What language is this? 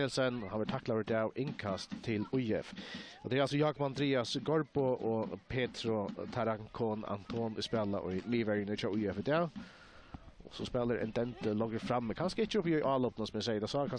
Faroese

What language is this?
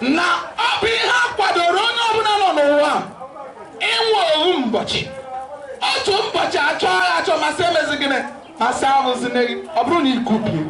Igbo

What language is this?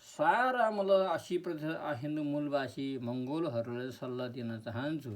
Nepali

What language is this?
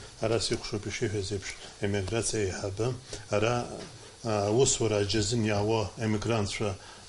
Abkhazian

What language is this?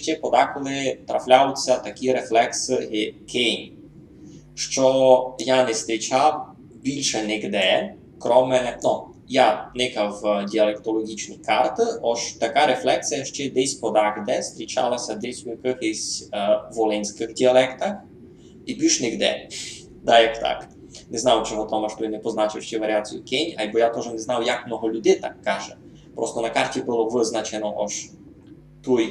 Rusyn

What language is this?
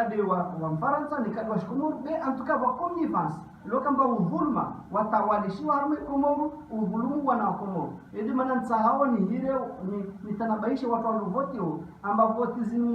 Ngazidja Comorian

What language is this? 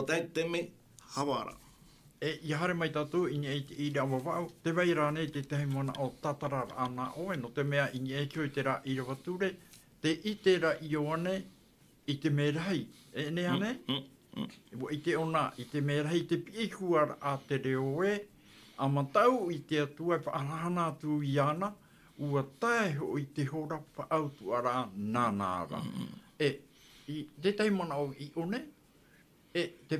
Tahitian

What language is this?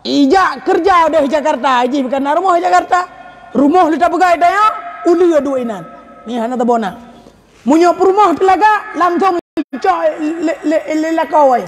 Achinese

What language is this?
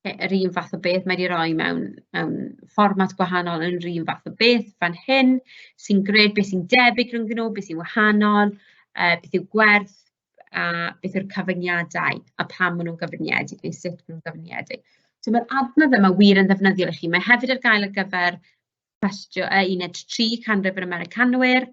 Welsh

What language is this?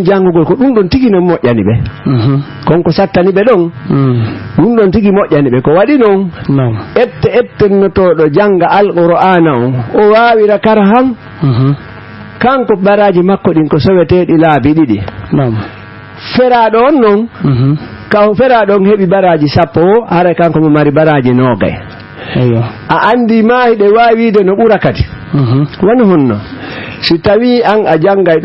Fula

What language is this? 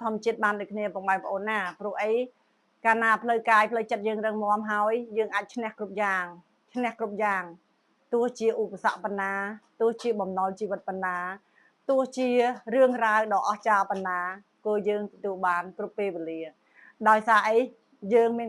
Khmer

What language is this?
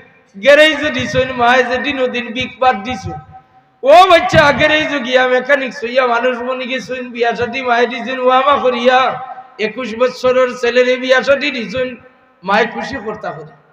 Sylheti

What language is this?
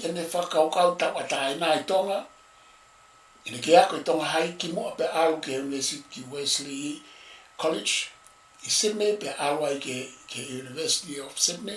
Tongan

